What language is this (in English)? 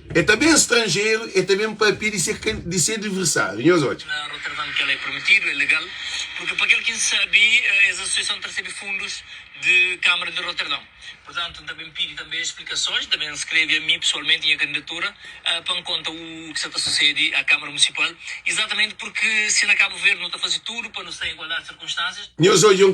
Kabuverdianu